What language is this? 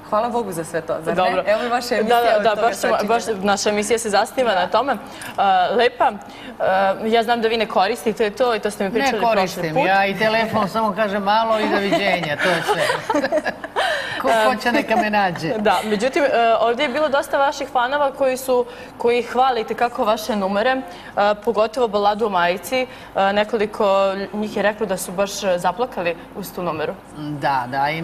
Serbian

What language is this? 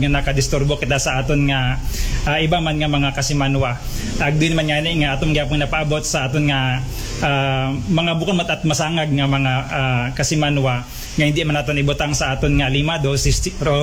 Aklanon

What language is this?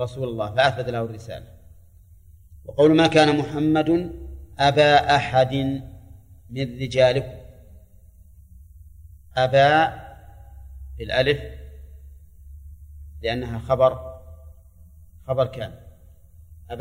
Arabic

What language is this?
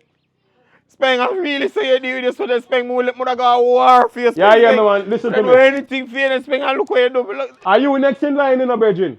Jamaican Creole English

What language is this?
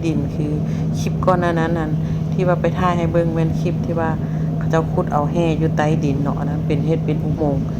Lao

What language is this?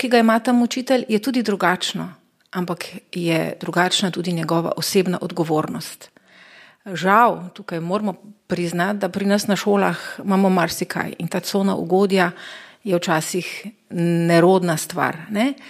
Slovenian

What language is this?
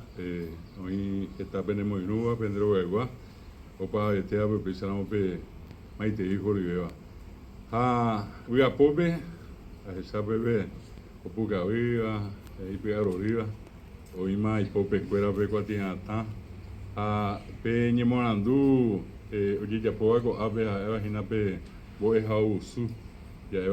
Guarani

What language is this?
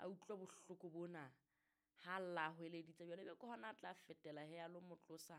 Southern Sotho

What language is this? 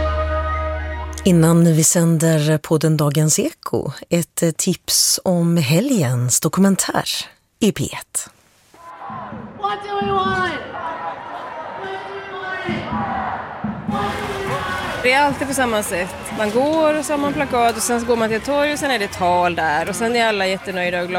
Swedish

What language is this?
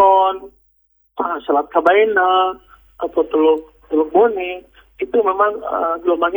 Indonesian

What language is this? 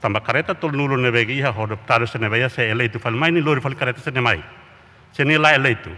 Tetum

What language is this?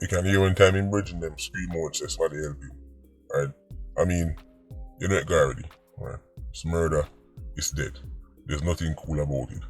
Jamaican Creole English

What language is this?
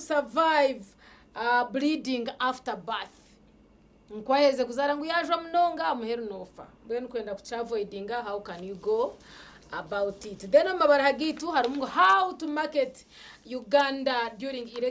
Nyankole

